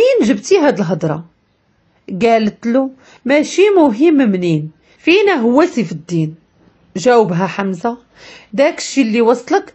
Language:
Moroccan Arabic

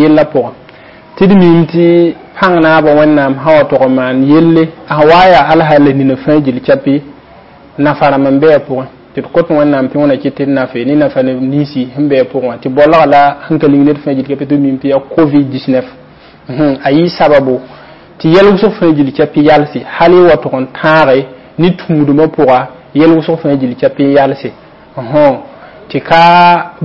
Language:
Mossi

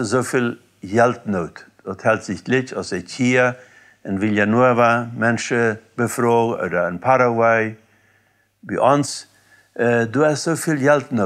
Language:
Plautdietsch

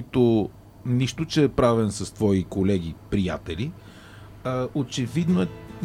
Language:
Bulgarian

